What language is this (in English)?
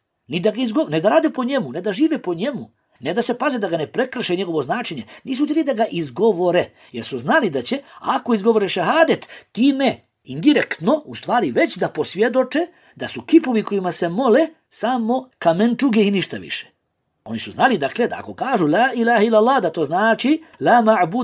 Bosnian